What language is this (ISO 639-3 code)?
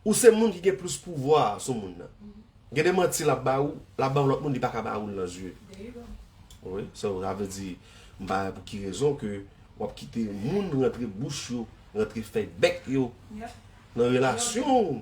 hat